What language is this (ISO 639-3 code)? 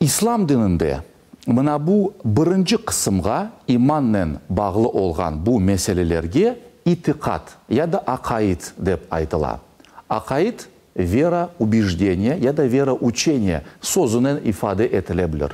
crh